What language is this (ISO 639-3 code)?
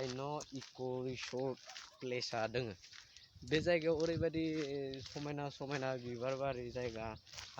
brx